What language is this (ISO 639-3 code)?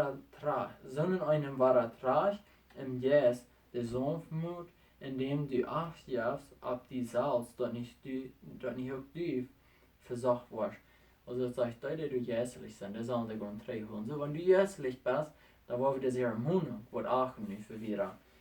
pdt